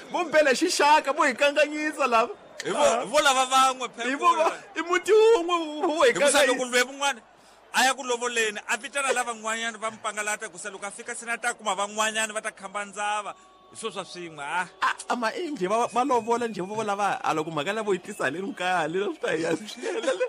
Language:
Tsonga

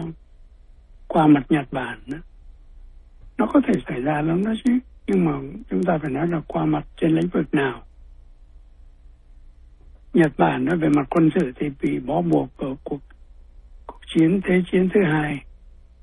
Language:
Vietnamese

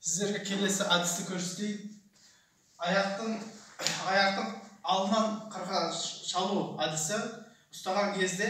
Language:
Kazakh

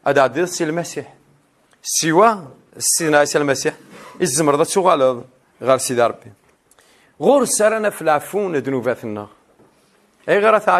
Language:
Kabyle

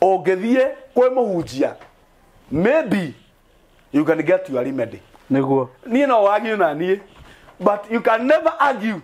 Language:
Kikuyu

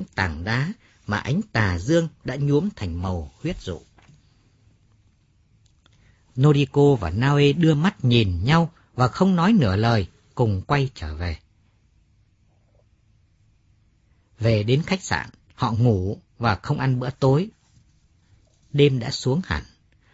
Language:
Vietnamese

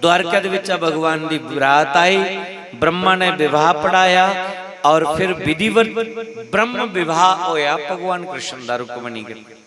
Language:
Dogri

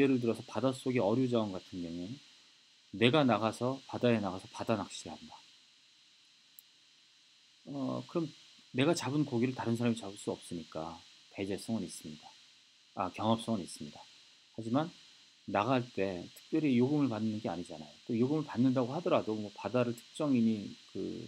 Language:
Korean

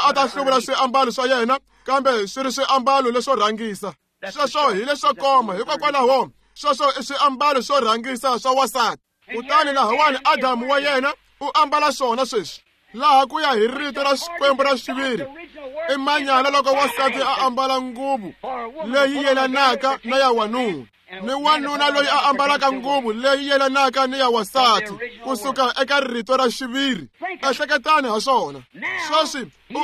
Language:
Tsonga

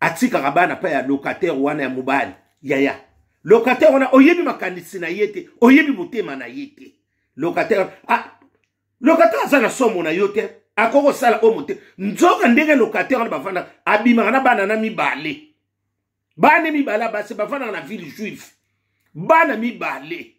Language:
Lingala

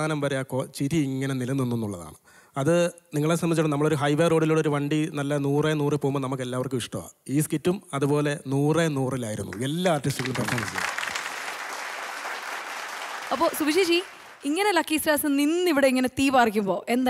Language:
Malayalam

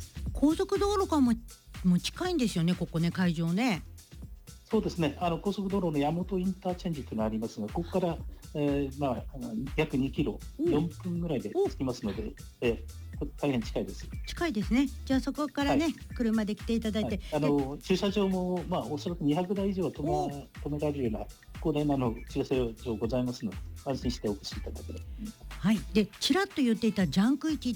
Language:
Japanese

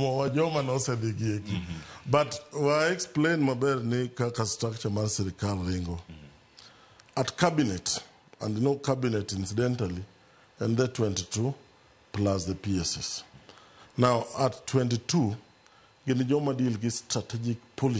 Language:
Luo (Kenya and Tanzania)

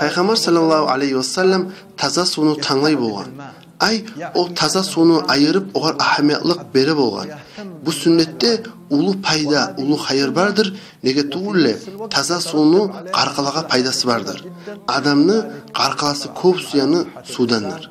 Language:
Kumyk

